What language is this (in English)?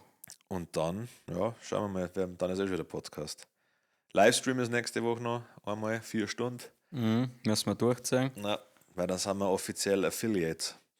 Bavarian